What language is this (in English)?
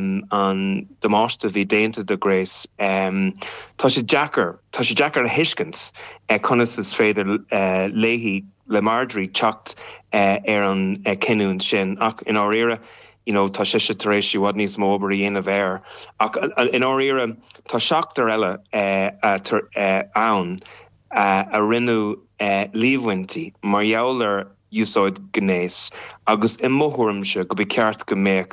Irish